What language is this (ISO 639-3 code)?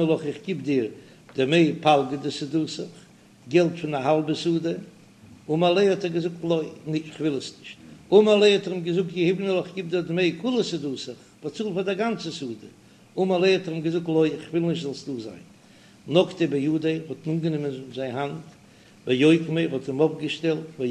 yid